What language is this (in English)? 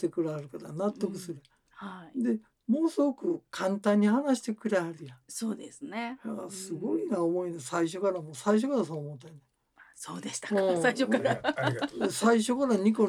Japanese